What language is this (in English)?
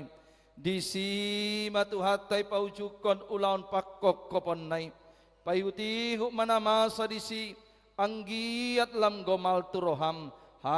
Batak Toba